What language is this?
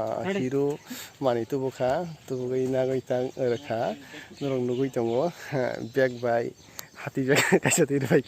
Kok Borok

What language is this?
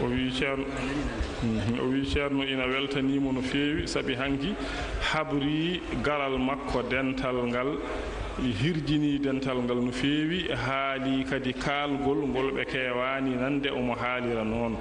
Fula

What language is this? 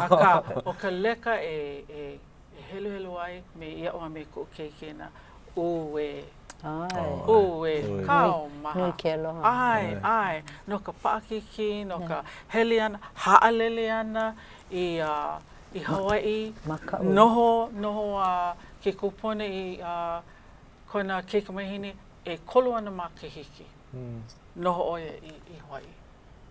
Hawaiian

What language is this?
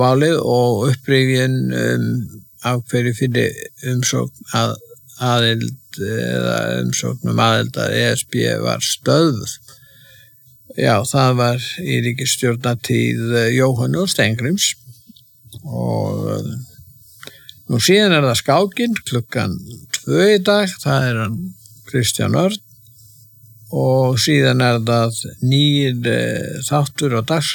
Icelandic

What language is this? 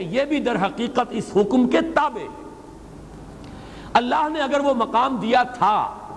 Urdu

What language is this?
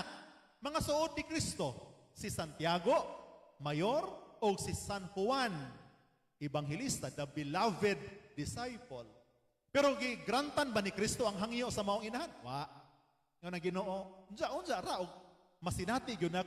Cebuano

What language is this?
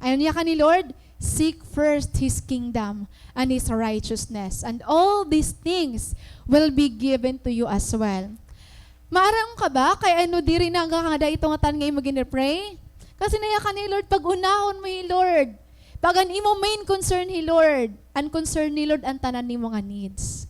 Waray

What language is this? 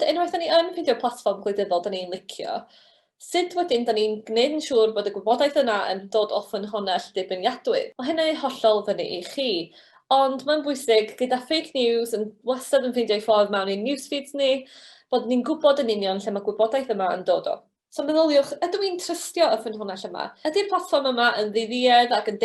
Welsh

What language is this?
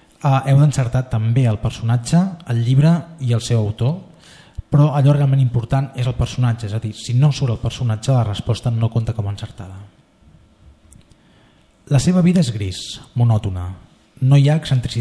Catalan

